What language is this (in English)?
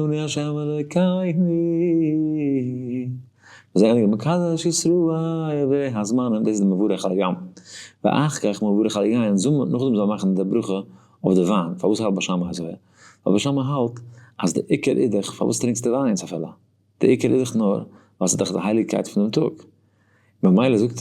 Yiddish